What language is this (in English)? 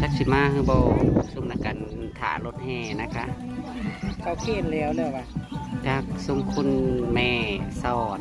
Northeastern Thai